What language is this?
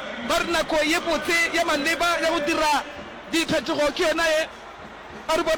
Northern Sotho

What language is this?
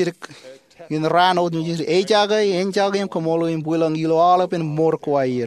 Marshallese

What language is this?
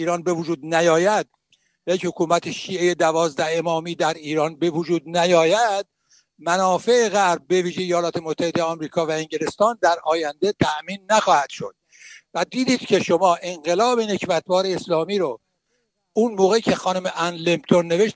Persian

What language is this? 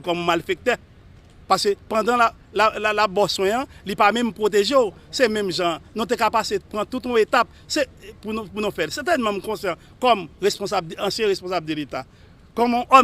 Haitian Creole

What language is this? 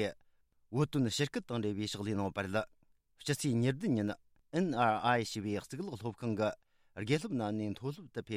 Tibetan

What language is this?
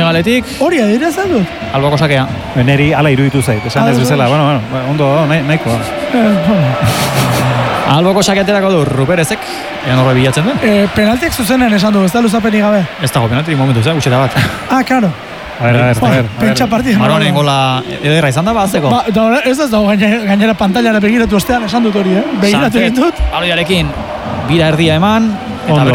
Basque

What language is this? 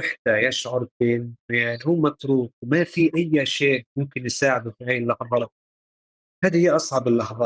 North Levantine Arabic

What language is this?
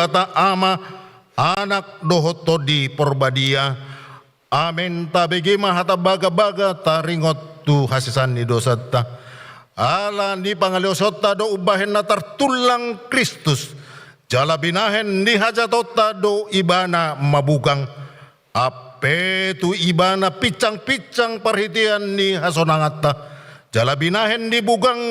Batak Toba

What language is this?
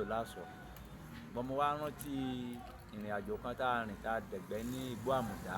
Yoruba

